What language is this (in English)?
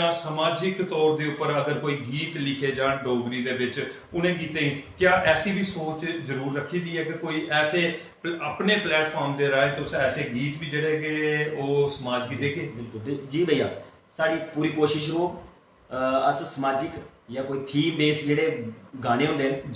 Dogri